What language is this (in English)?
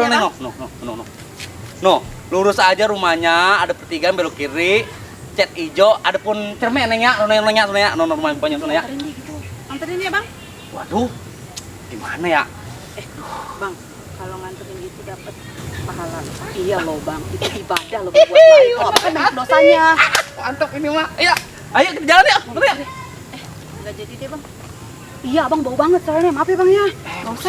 Betawi